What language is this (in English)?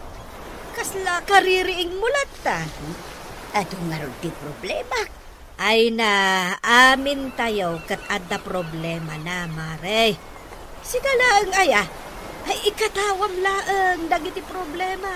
Iloko